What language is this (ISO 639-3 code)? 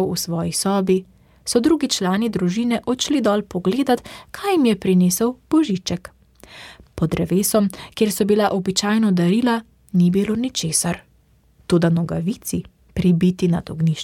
slv